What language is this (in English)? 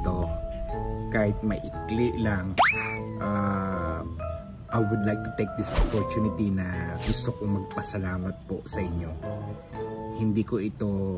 Filipino